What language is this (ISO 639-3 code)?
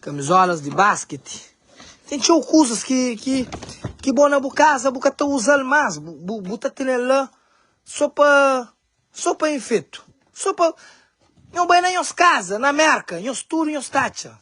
kea